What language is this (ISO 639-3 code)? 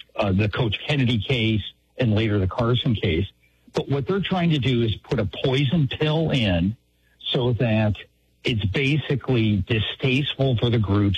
eng